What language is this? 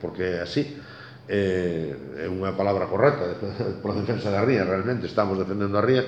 Galician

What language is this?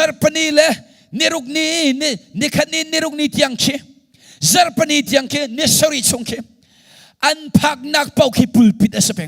Hakha Chin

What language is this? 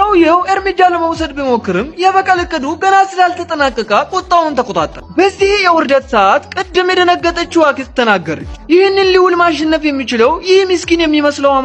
Amharic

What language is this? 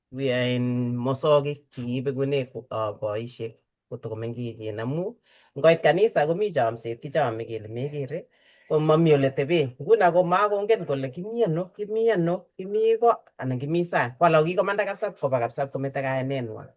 Kalenjin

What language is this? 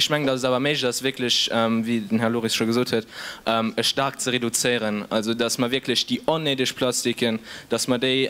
Luxembourgish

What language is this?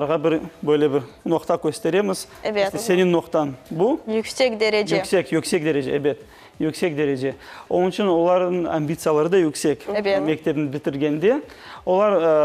Crimean Tatar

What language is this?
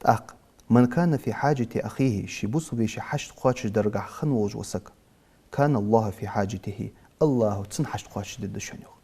Ingush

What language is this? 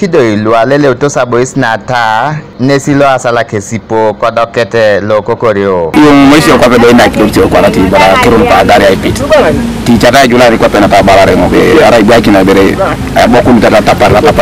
Teso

